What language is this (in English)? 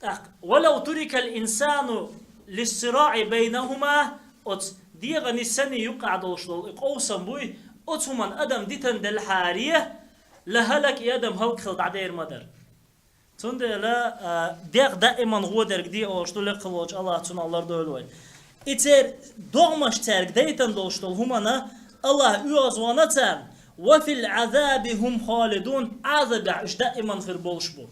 Chechen